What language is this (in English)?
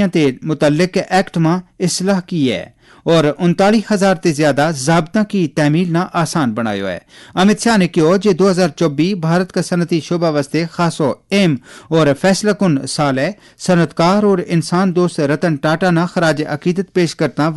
Gujari